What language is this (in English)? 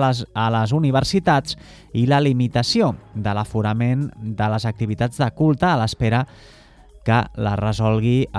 Catalan